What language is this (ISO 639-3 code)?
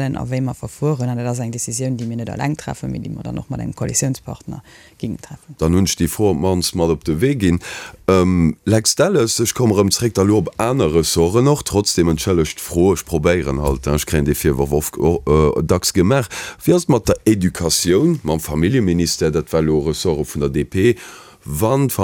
ltz